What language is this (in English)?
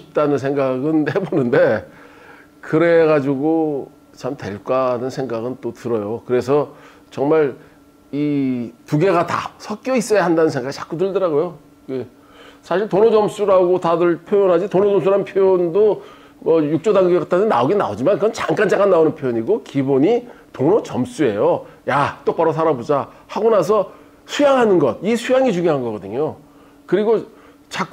Korean